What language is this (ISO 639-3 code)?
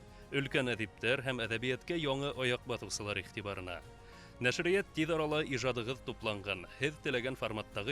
bak